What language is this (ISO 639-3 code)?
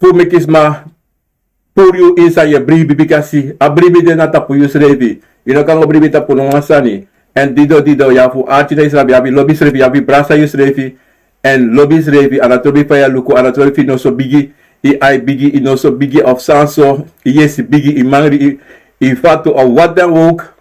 srn